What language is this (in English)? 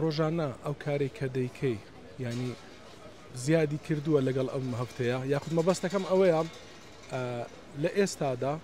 Central Kurdish